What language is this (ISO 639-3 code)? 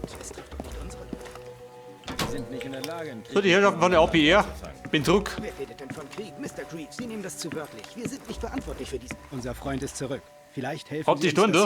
bar